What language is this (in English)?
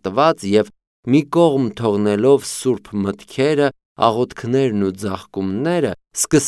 Armenian